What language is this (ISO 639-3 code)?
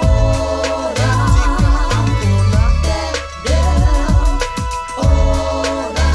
mri